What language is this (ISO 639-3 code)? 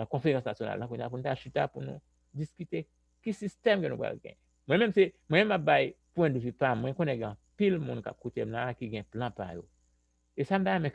hat